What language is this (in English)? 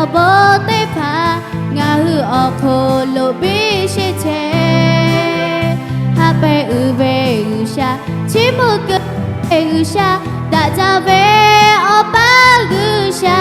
Lahu